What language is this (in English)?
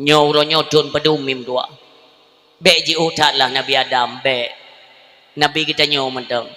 Achinese